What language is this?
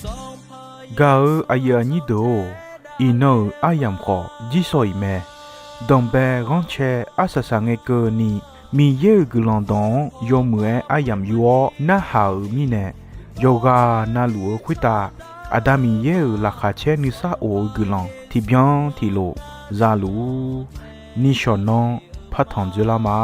Akha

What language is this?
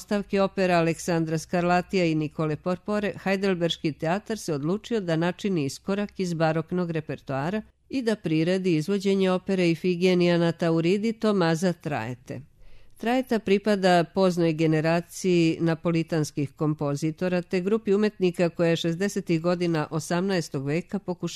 Serbian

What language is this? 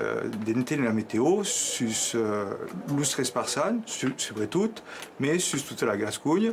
Occitan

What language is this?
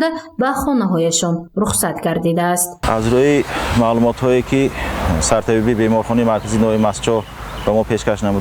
Tajik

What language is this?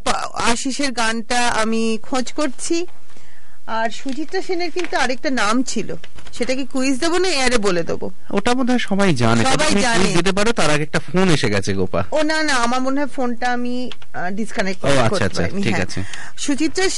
Bangla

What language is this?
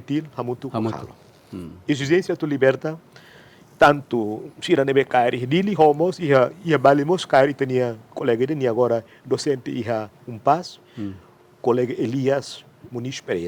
Tetum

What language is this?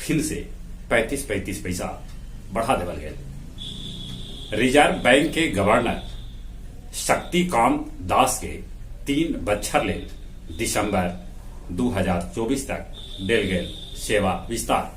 Magahi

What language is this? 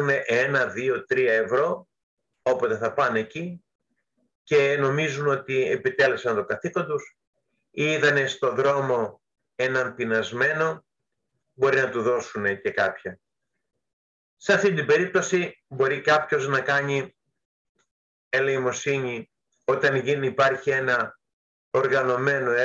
Greek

